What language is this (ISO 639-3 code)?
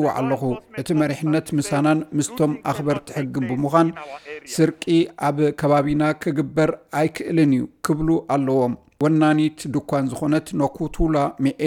tir